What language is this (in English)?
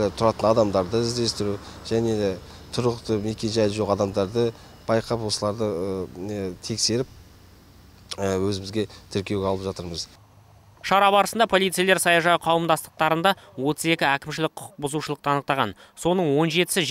Kazakh